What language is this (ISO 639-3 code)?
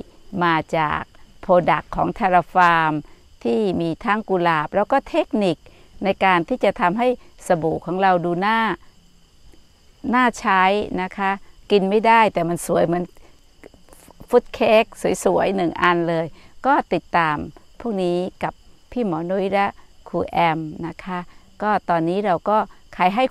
tha